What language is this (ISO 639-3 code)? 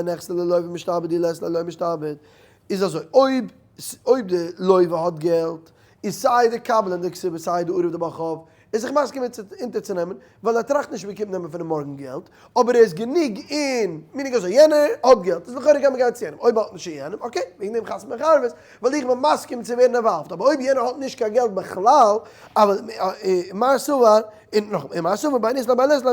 yid